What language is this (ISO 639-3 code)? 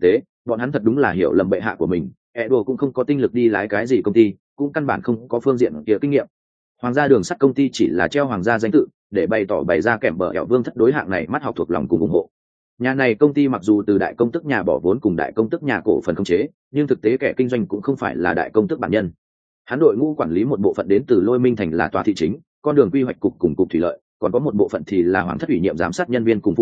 vie